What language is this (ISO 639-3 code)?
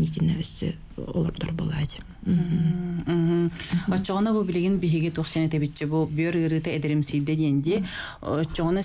sah